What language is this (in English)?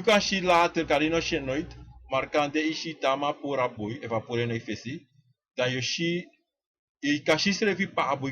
Sranan Tongo